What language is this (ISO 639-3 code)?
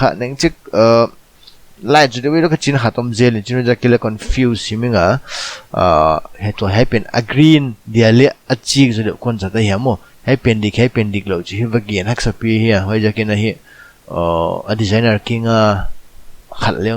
pck